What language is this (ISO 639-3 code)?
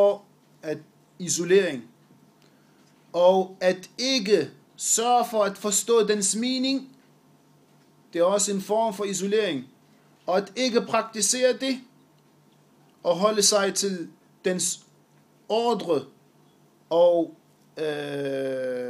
dan